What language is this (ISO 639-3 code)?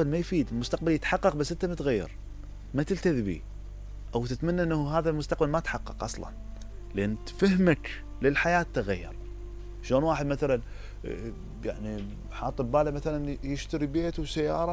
acm